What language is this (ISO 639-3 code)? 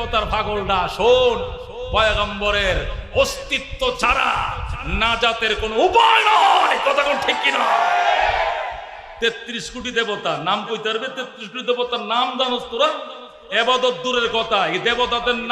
ben